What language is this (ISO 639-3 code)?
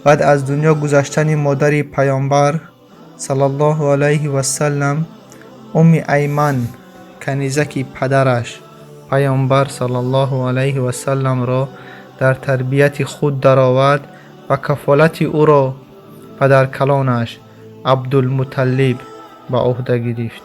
tgk